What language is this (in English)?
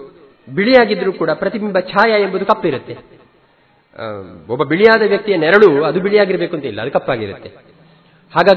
Kannada